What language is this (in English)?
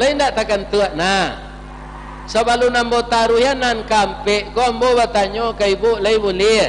Minangkabau